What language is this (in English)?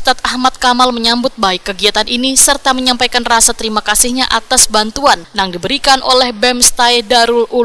Banjar